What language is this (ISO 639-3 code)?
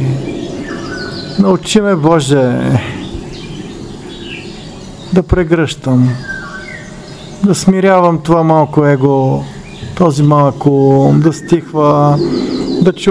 bul